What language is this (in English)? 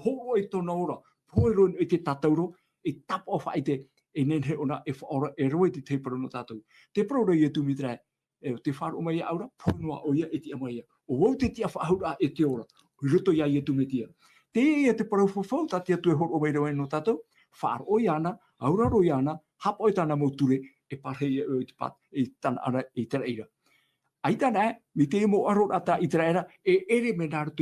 Tahitian